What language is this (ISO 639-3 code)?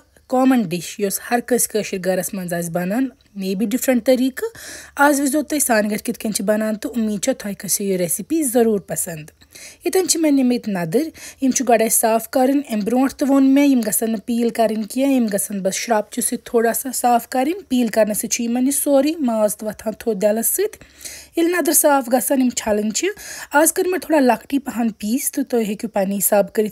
kas